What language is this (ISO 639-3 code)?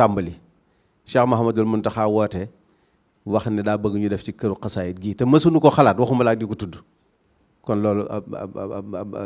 wol